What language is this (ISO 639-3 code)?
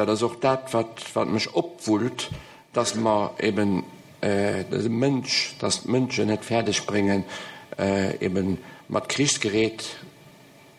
ltz